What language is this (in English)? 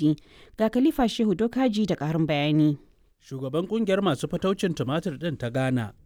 Hausa